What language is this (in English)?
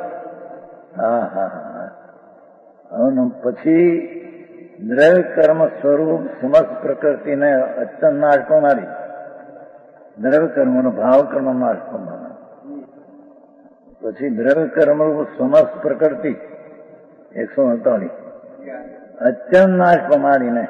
Gujarati